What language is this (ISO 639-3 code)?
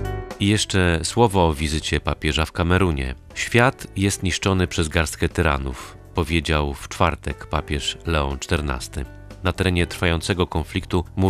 pol